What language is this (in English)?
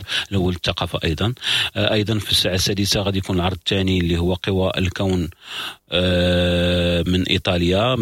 Moroccan Arabic